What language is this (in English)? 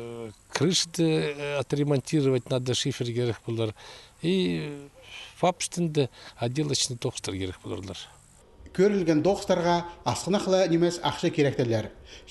Khakas